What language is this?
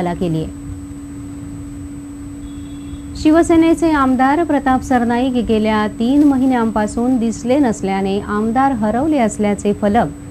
Marathi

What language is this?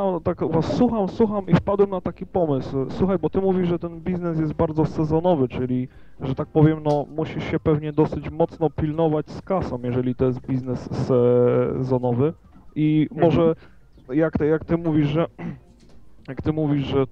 Polish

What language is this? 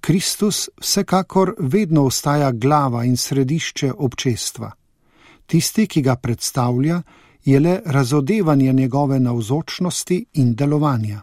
Slovenian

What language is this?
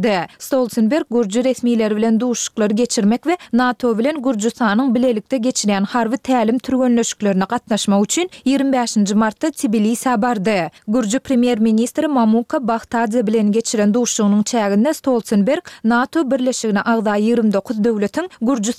Turkmen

